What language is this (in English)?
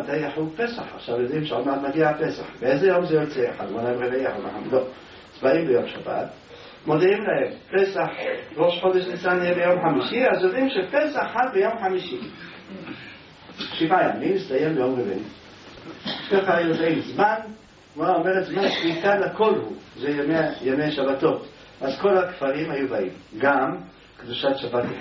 Hebrew